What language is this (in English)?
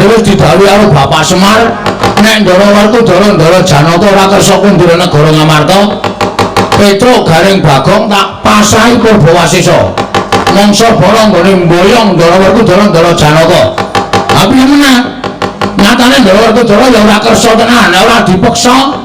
Javanese